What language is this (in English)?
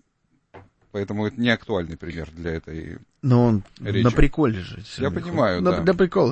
Russian